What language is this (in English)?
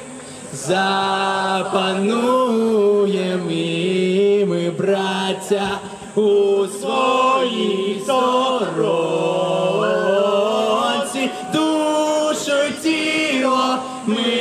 Ukrainian